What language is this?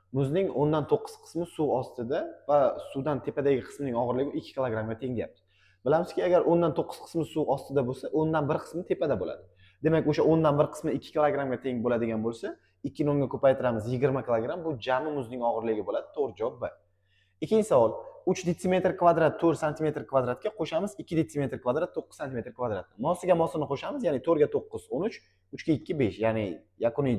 Uzbek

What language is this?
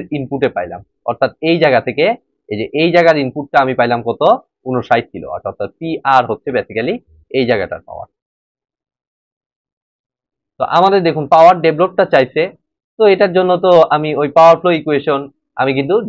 Bangla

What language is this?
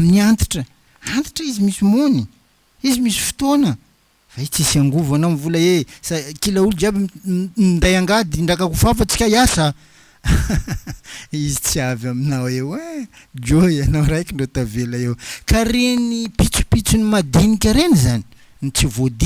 Malagasy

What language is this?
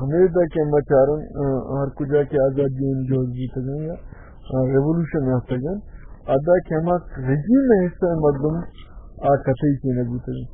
Baluchi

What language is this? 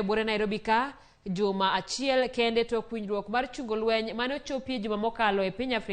Luo (Kenya and Tanzania)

